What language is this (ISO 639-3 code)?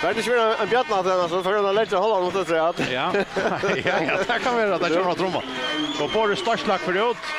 fao